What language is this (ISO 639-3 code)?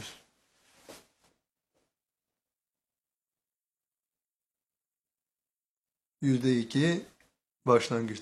tur